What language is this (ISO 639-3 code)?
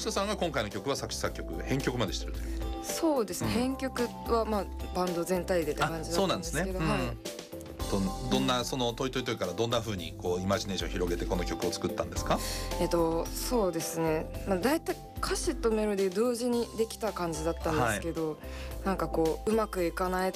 jpn